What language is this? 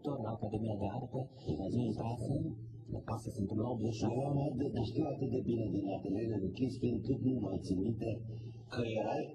Romanian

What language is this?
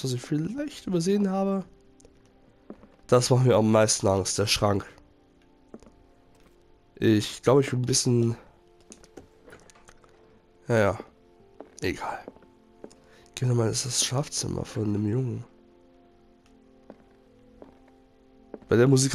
German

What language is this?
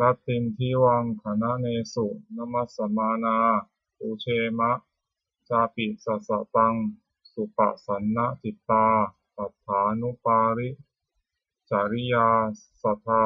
Pali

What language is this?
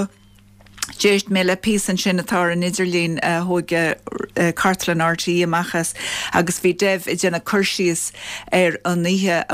Irish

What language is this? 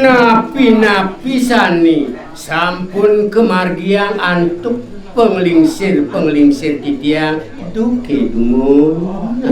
Balinese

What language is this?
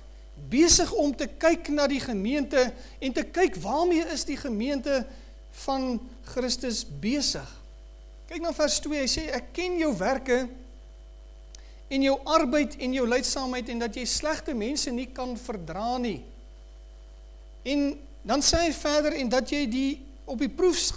Afrikaans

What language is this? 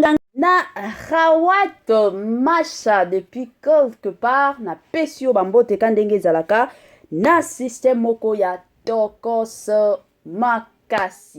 Lingala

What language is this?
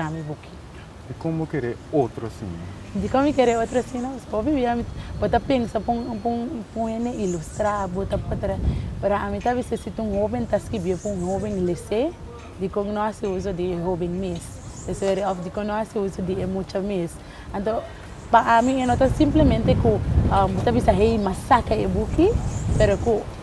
Papiamento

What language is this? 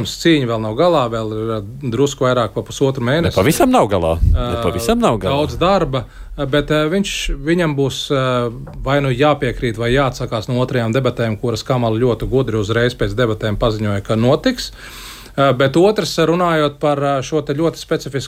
Latvian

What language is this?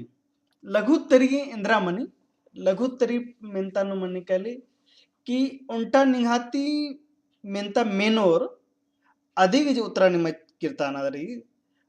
Kurukh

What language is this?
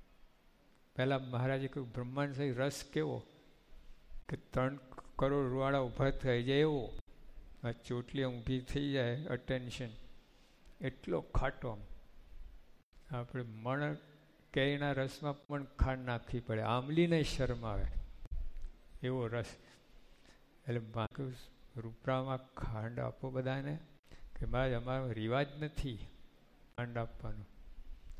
Gujarati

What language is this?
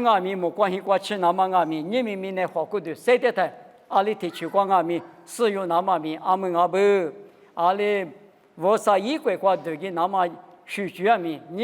Lisu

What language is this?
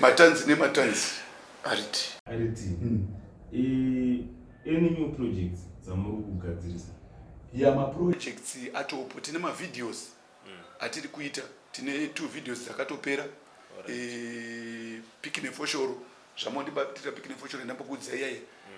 Shona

